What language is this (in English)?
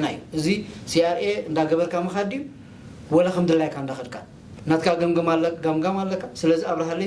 Tigrinya